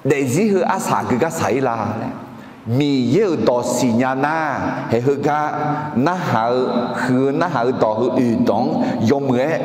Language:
Akha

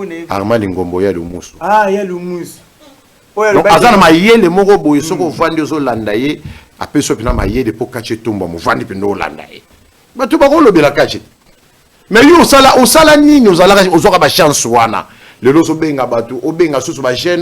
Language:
Lingala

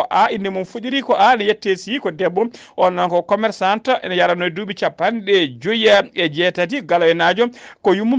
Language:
Fula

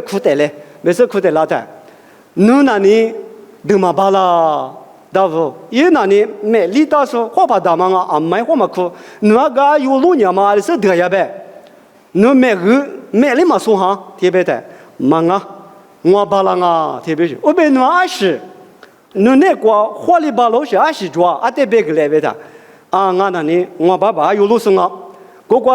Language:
Lisu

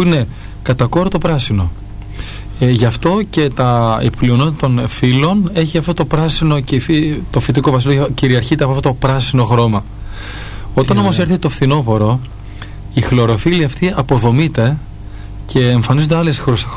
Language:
Greek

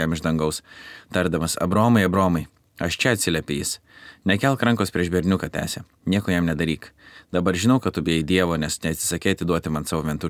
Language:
Lithuanian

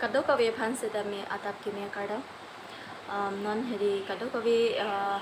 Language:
Karbi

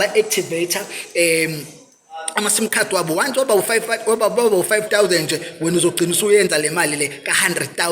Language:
Zulu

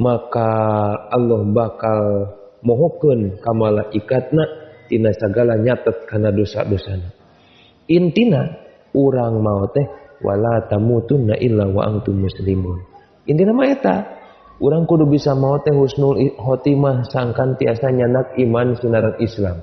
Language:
Sundanese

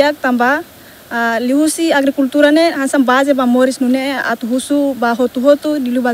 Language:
Tetum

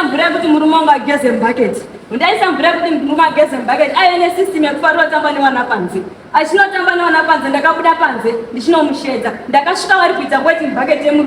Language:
Shona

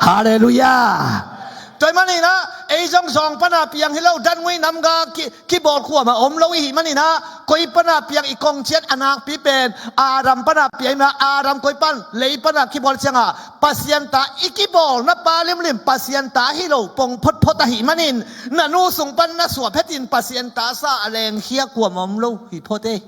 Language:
Tedim Chin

